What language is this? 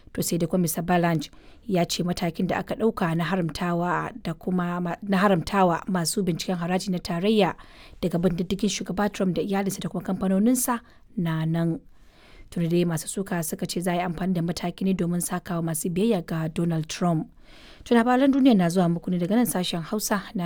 Hausa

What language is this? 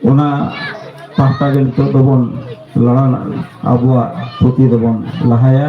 Santali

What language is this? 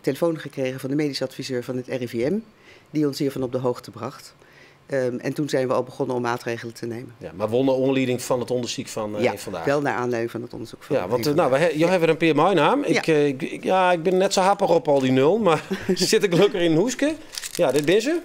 Western Frisian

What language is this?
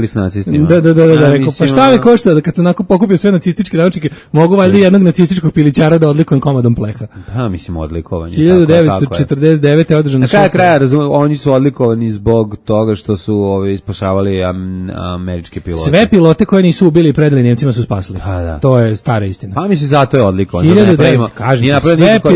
Serbian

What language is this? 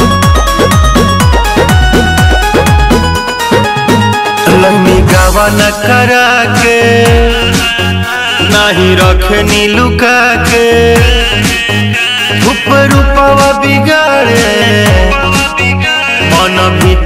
Bhojpuri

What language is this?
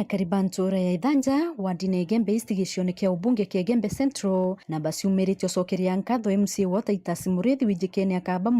Meru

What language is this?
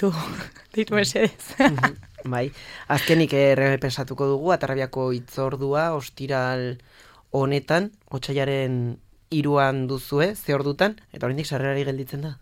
Basque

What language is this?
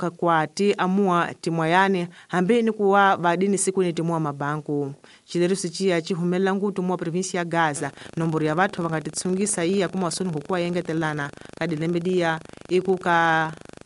Tsonga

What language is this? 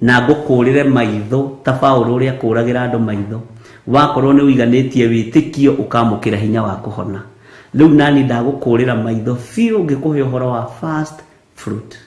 Kikuyu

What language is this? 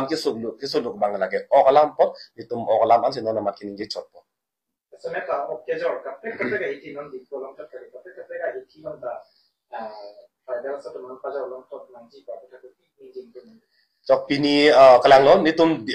Karbi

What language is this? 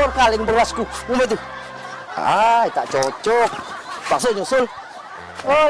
Musi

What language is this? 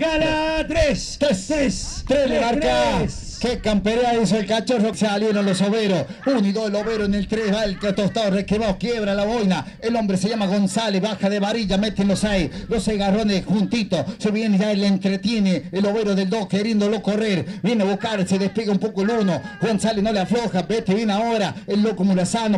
Spanish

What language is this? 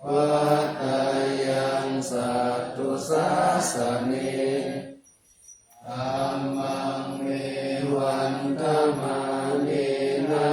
Pali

